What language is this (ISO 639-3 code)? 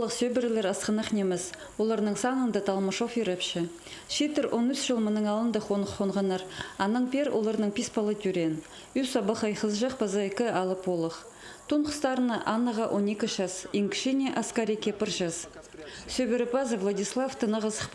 kjh